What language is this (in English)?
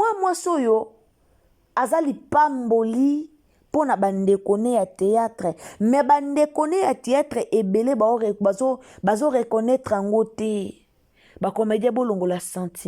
Lingala